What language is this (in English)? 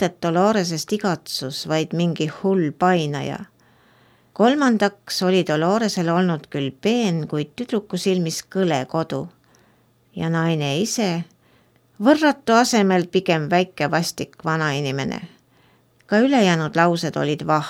Estonian